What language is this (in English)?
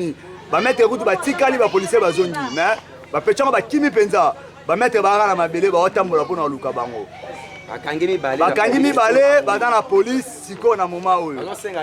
Lingala